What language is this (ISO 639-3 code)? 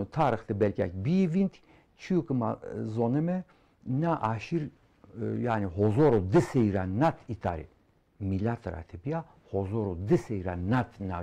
zza